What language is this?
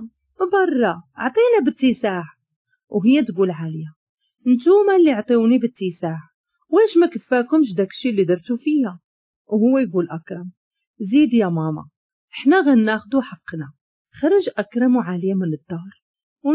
Moroccan Arabic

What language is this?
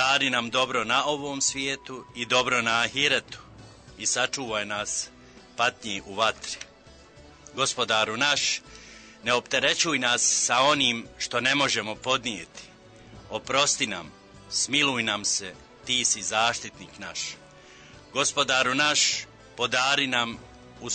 Bosnian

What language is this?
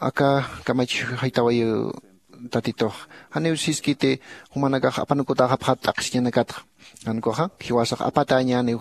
Aymara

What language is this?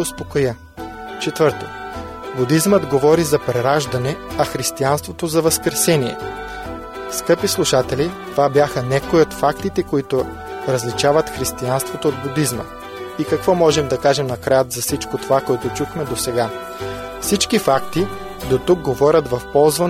Bulgarian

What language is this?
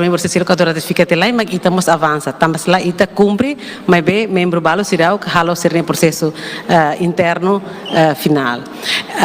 Tetum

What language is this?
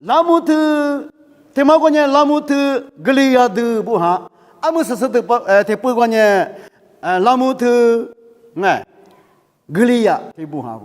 Lisu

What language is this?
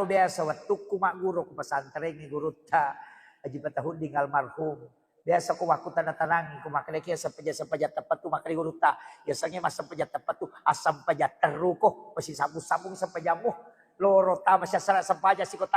Buginese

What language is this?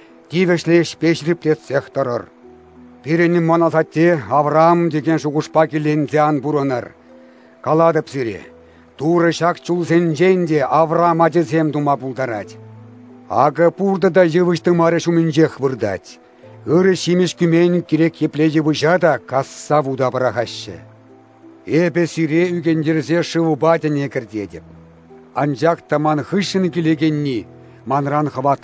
Chuvash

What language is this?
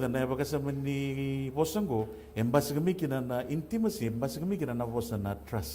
Fijian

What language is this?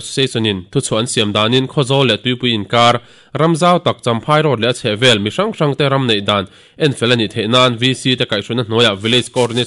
Mizo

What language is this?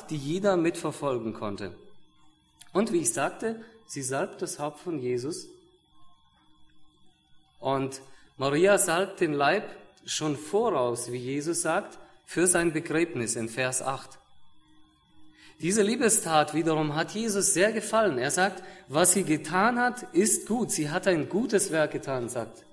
German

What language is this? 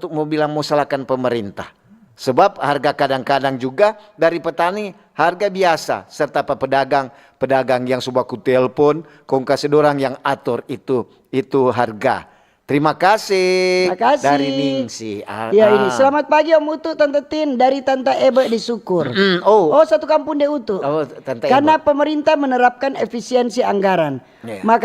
Manado Malay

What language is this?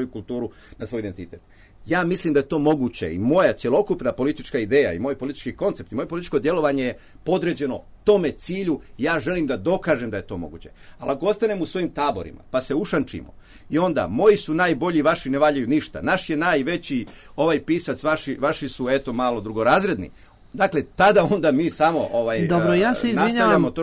Serbian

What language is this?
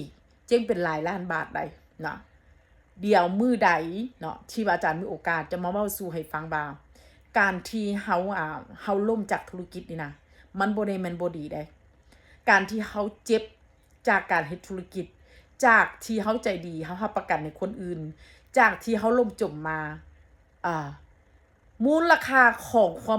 Northeastern Thai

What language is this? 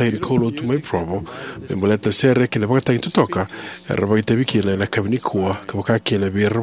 Fijian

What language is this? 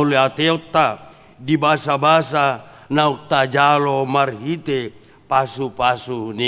Batak Toba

